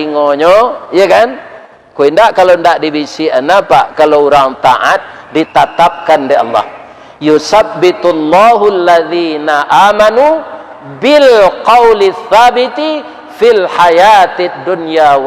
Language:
Minangkabau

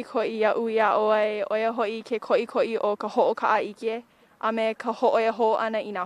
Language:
Hawaiian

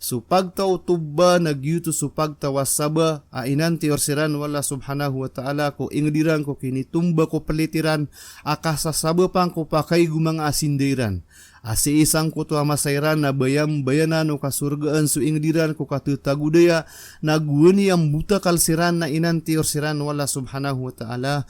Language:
Maranao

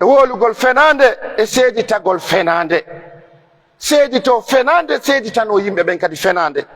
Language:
Pular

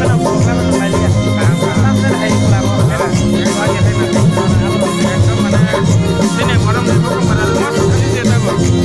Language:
Kok Borok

